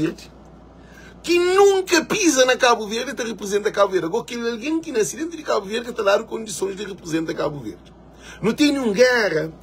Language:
Kabuverdianu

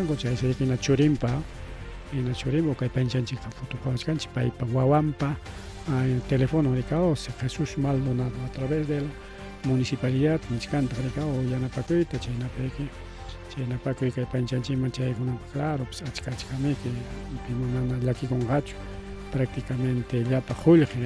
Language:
Ayacucho Quechua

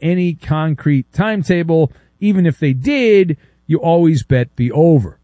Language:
English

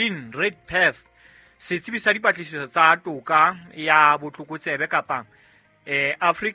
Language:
Southern Sotho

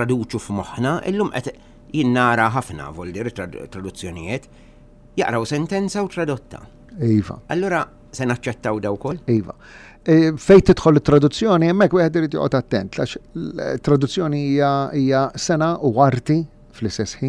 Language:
Maltese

